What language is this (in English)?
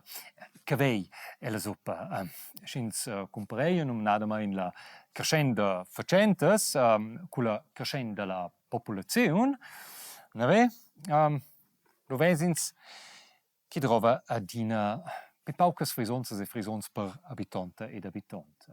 Romansh